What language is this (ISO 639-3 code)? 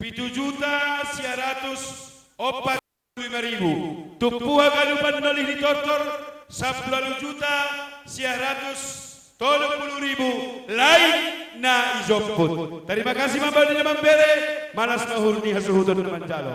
bts